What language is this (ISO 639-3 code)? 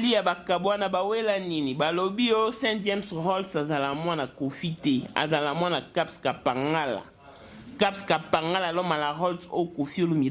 lin